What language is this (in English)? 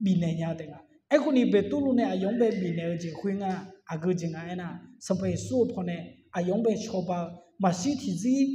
Akha